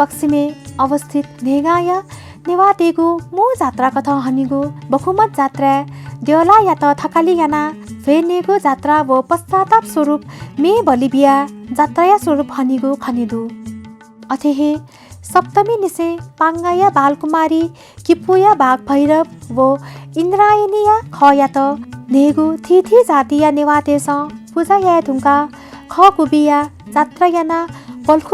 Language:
Newari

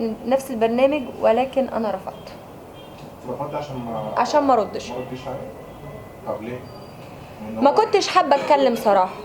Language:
Egyptian Arabic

